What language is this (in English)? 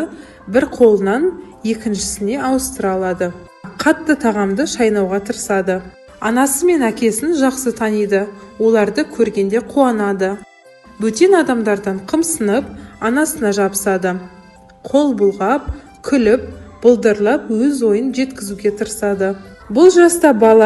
Kazakh